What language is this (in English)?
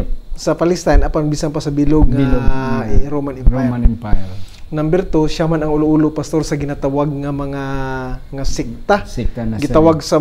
Hiligaynon